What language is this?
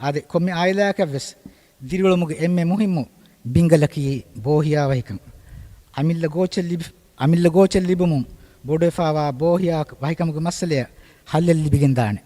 Divehi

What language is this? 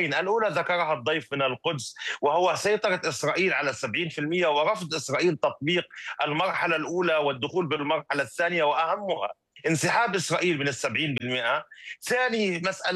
Arabic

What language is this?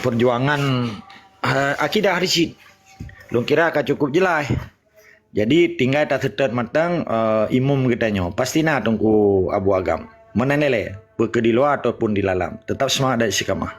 Achinese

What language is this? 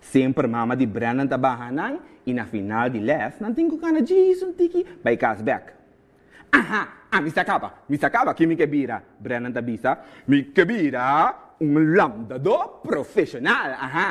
Papiamento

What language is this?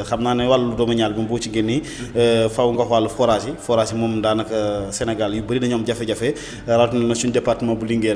Wolof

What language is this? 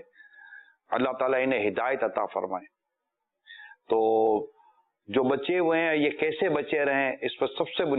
Urdu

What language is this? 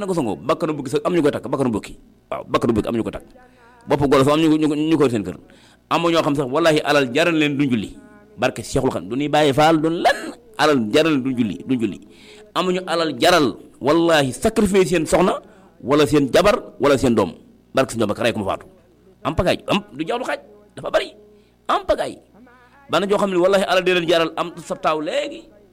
Wolof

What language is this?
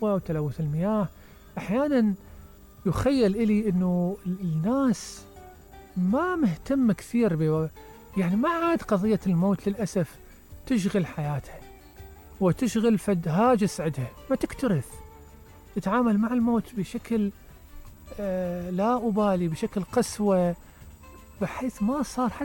Mesopotamian Arabic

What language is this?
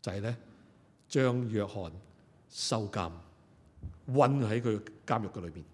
Cantonese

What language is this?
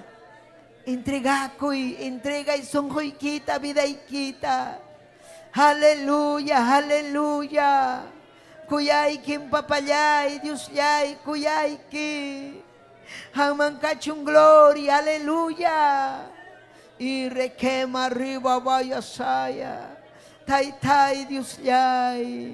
Ayacucho Quechua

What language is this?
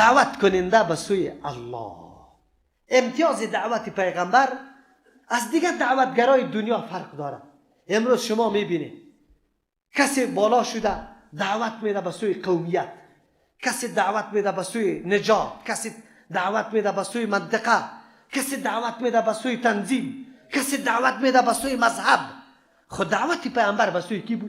Persian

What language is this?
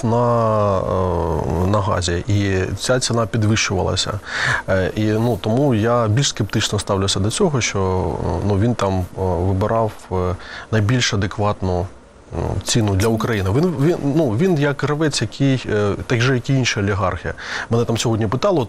Ukrainian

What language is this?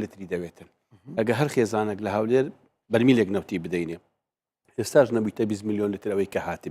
Central Kurdish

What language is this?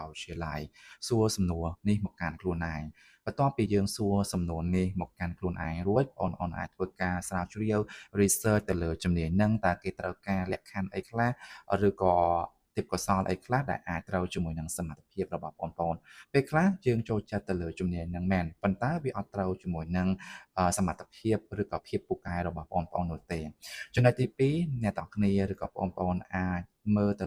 Khmer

